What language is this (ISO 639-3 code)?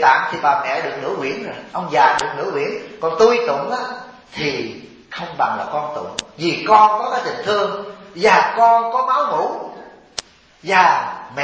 vie